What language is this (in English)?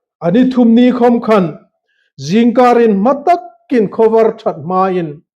Hmar